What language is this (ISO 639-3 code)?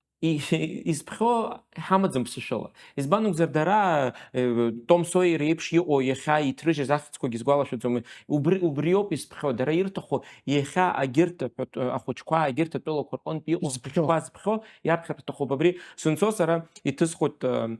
abk